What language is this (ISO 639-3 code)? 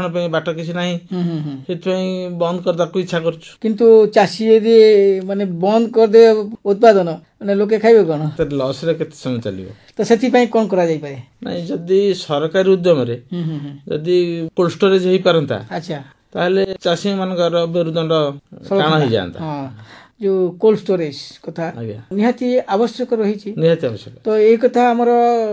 ori